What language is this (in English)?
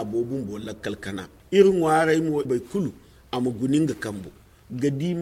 Zarma